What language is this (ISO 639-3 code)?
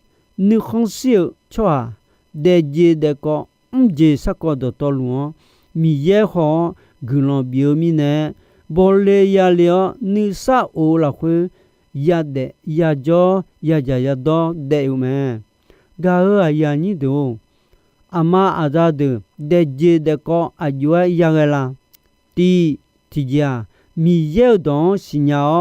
ahk